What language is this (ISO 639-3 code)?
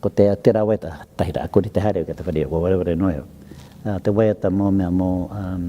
mri